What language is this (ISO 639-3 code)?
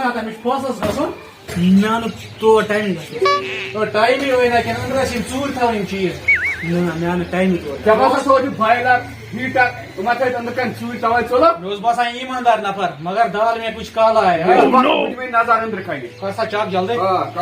kas